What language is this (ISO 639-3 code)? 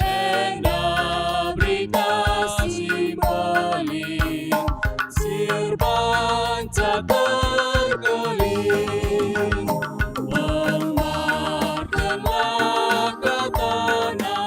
btx